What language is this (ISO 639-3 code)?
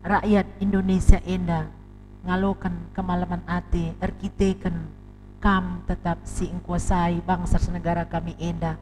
btx